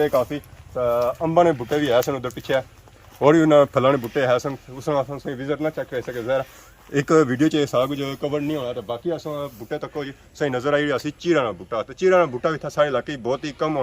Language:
Pahari-Potwari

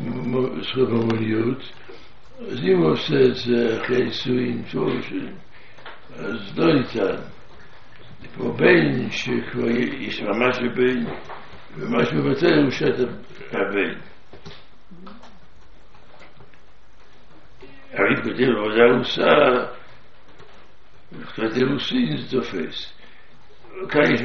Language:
Hebrew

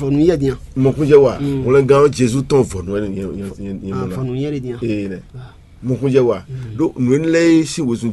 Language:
Fon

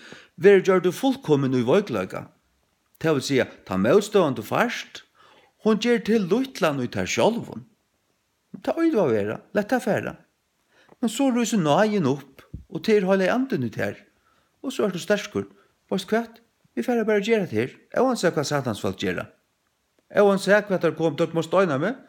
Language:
Faroese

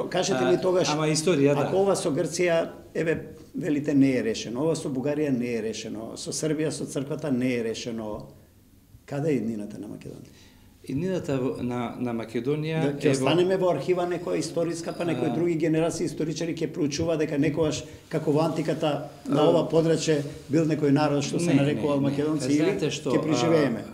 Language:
Macedonian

